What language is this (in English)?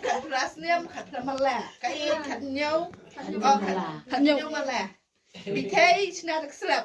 Khasi